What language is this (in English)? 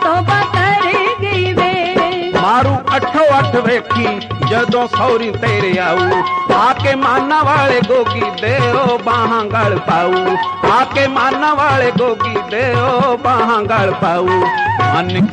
Punjabi